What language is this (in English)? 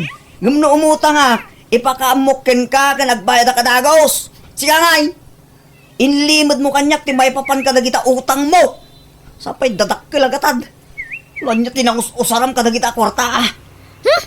Iloko